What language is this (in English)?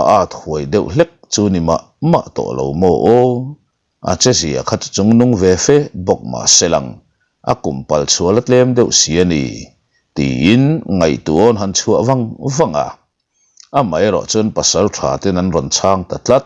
Mizo